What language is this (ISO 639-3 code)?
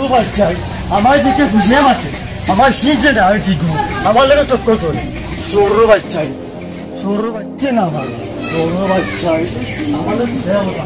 syl